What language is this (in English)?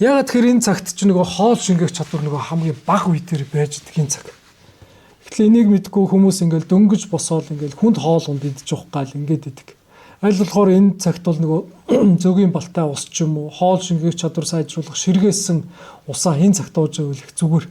Mongolian